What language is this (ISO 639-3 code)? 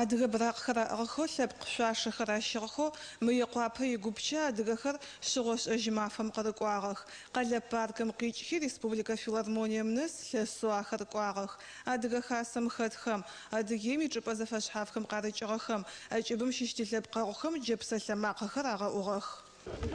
ady